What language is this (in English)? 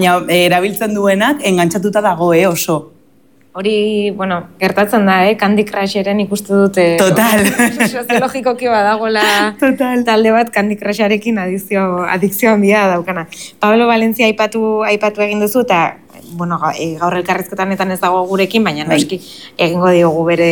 Basque